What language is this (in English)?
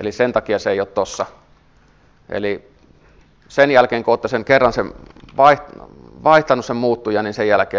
Finnish